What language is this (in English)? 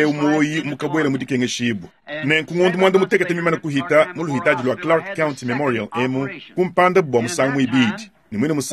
Luba-Lulua